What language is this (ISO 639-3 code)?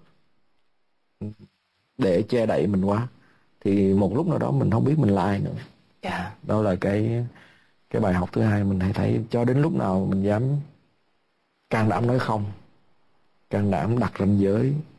vie